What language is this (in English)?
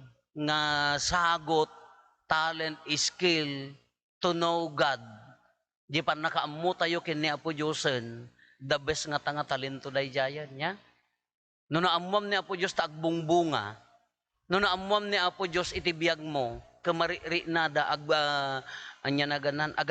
Iloko